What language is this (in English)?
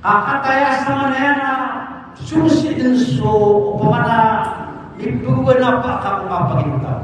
Maranao